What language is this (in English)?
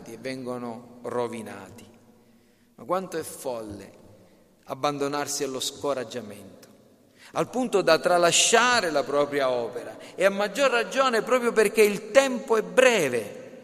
Italian